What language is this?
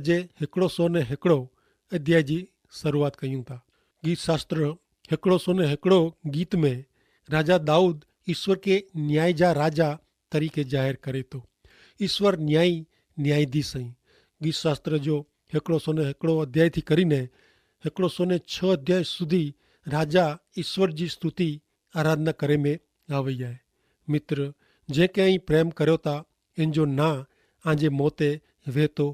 Kachhi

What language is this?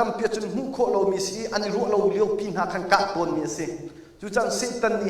Hakha Chin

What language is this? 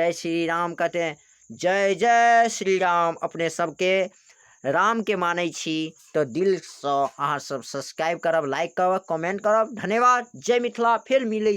Maithili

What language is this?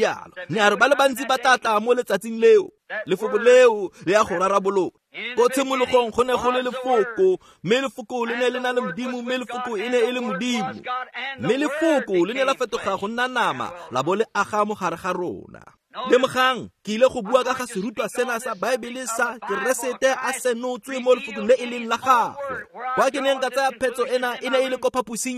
Tswana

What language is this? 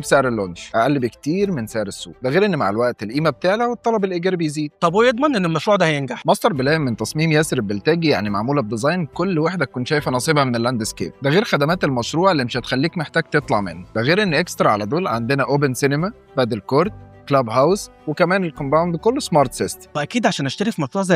Egyptian Arabic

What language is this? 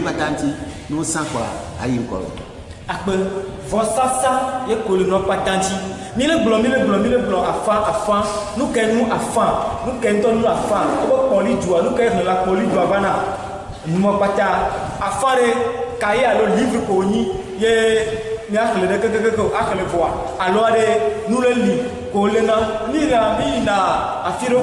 Ewe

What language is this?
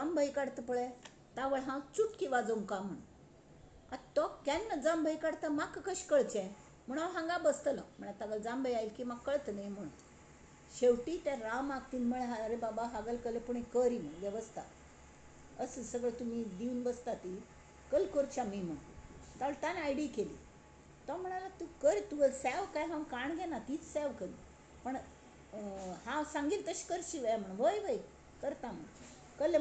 Konkani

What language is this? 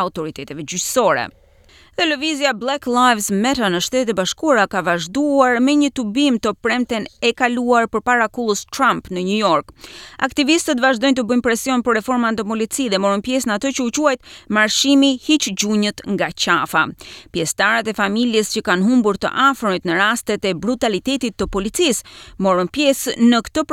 Albanian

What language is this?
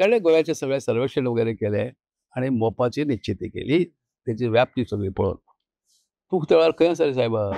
Konkani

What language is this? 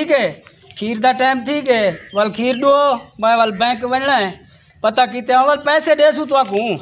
Saraiki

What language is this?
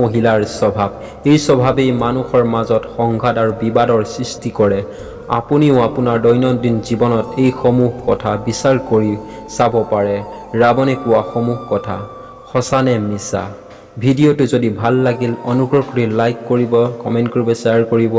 Assamese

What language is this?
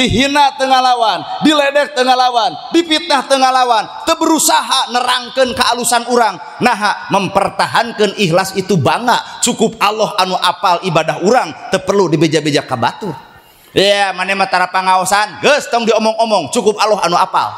Sundanese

